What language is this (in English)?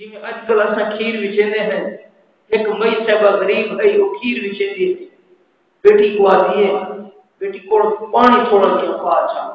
Saraiki